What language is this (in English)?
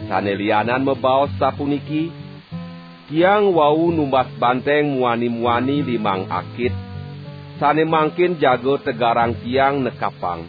Balinese